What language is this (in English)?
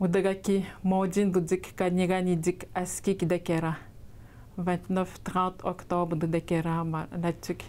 Atikamekw